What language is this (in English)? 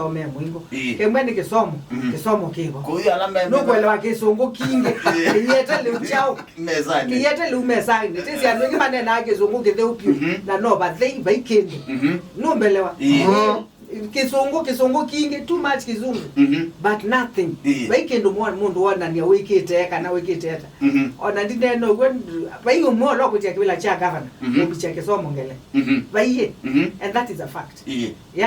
Kamba